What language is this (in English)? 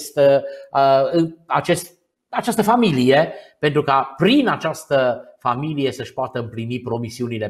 Romanian